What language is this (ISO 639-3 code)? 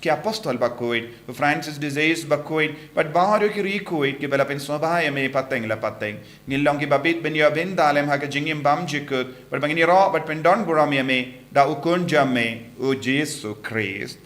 kha